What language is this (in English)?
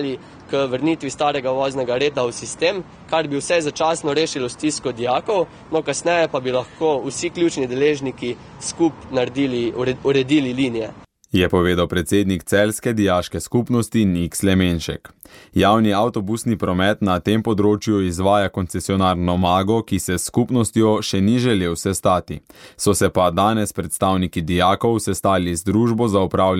Slovenian